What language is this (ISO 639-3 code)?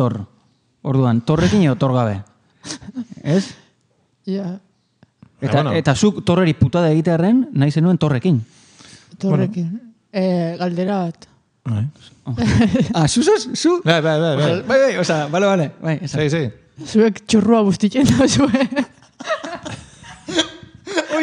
eus